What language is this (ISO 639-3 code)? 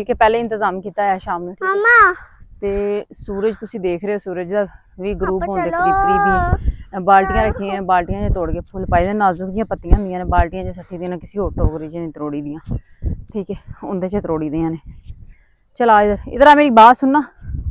pan